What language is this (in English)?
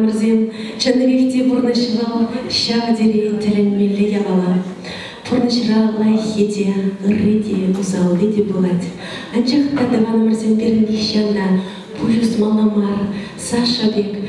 Chuvash